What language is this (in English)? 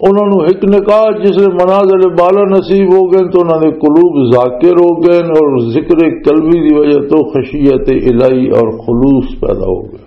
Western Panjabi